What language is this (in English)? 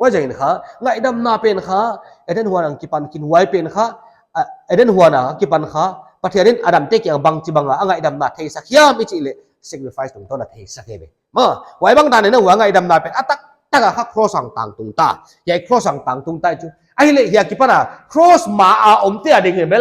Paite Chin